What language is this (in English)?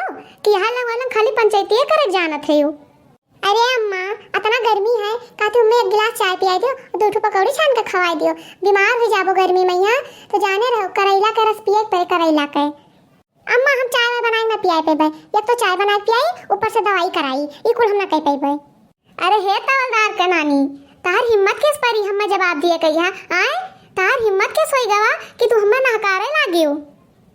Awadhi